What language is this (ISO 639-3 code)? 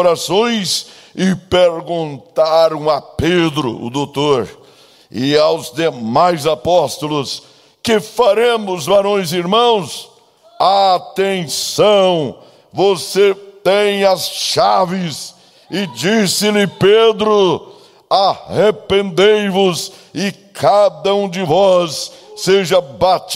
por